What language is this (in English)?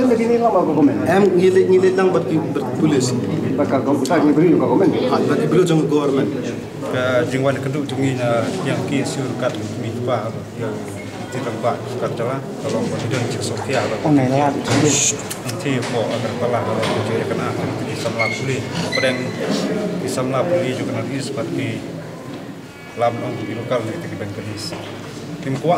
Khasi